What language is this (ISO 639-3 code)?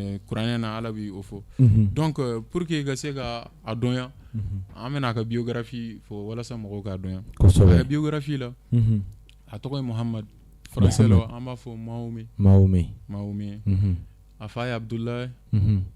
bam